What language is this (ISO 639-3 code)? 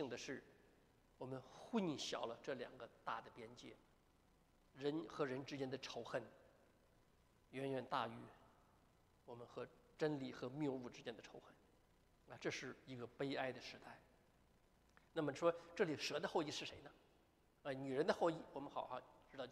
zho